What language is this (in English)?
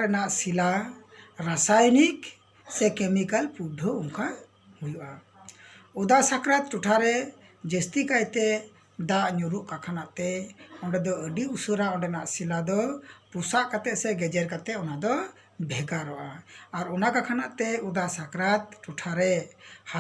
Santali